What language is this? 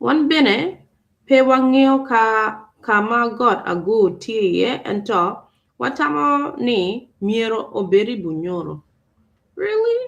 Acoli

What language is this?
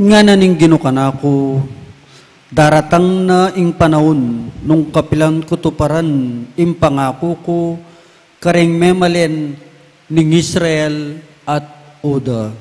Pampanga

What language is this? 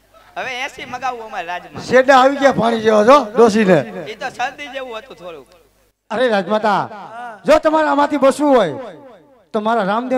Gujarati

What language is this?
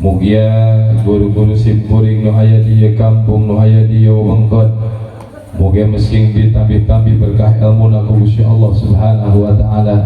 Sundanese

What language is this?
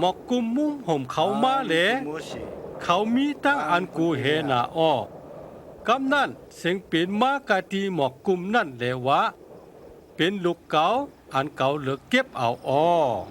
Shan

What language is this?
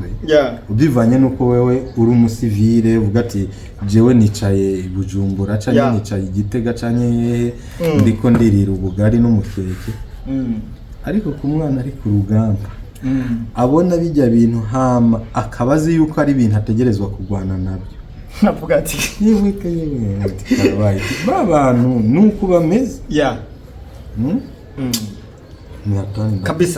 Rundi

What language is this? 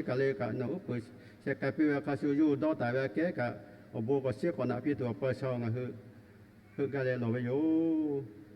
Lahu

